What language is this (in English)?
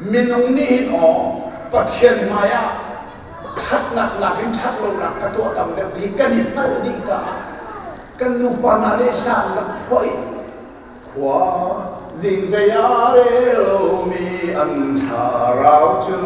Hakha Chin